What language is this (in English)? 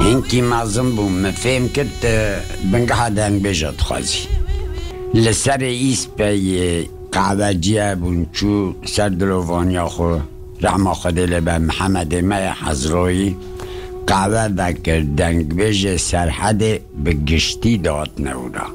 Kurdish